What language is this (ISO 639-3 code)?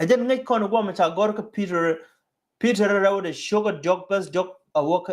nus